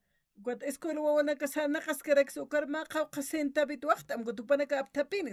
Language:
Aymara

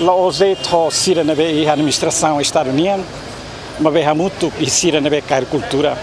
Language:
Tetum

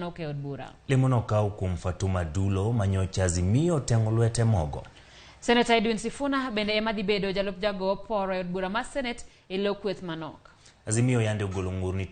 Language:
Luo (Kenya and Tanzania)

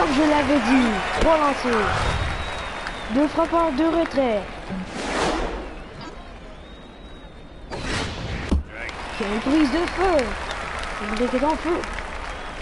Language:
French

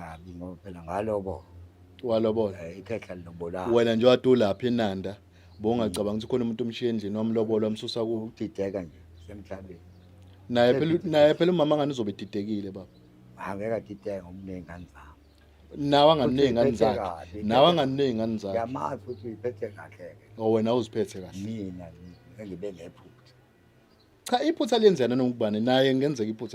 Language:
Zulu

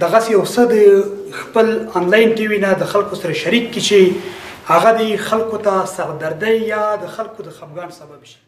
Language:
Pashto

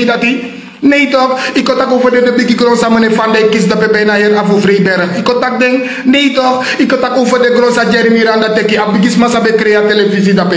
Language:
Sranan Tongo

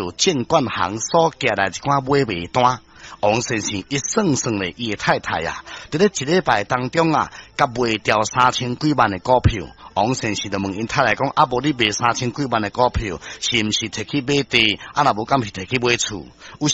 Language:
Min Nan Chinese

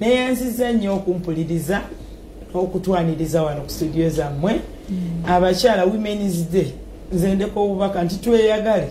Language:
Ganda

